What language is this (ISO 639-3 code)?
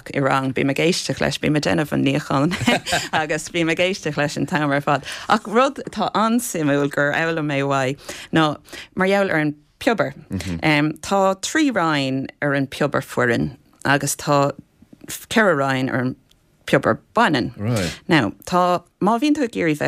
gle